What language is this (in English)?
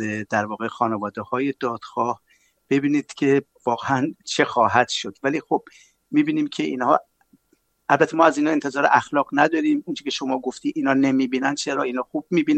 Persian